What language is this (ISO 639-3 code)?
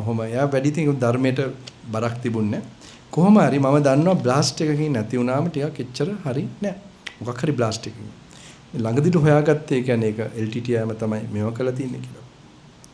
sin